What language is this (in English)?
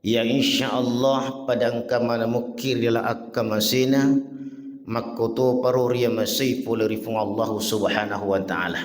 Buginese